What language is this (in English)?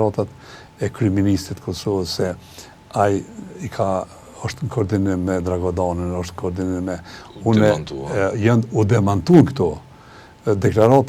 Albanian